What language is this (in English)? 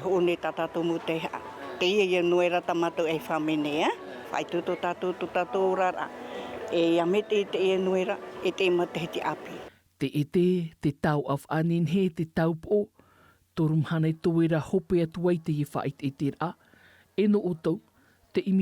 Tahitian